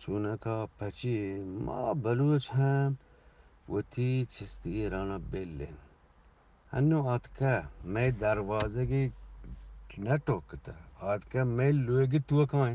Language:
Eastern Balochi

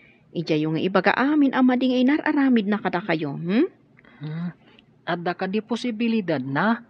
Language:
Iloko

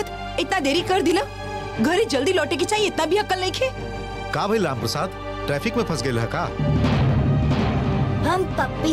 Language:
Bhojpuri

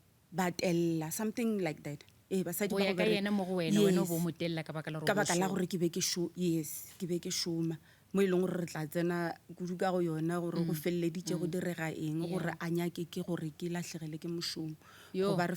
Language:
Northern Sotho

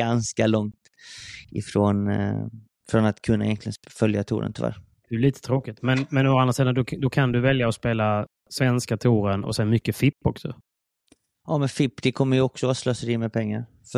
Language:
Swedish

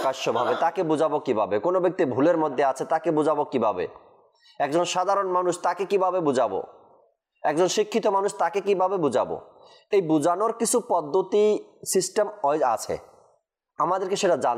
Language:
Bangla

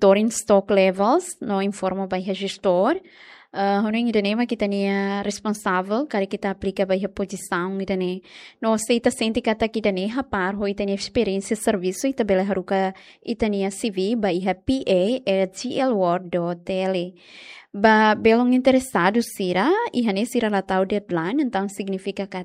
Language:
Tetum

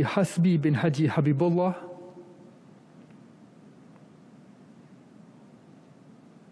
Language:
Malay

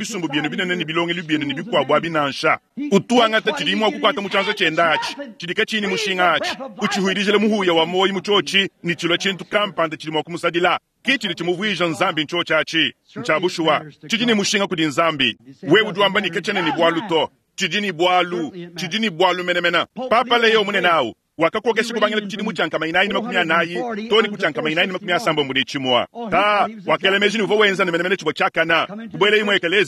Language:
Luba-Lulua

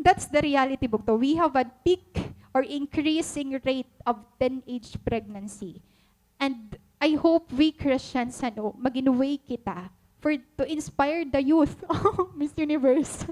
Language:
Waray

